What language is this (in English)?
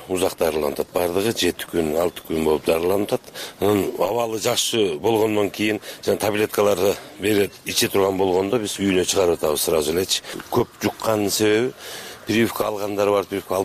Kyrgyz